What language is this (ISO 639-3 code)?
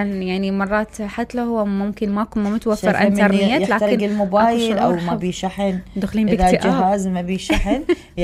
acm